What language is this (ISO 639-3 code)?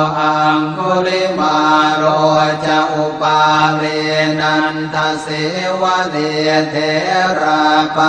pli